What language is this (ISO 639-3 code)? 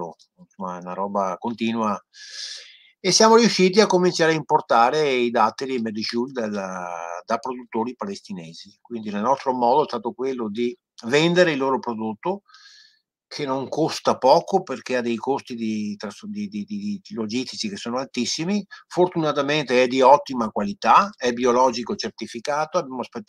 ita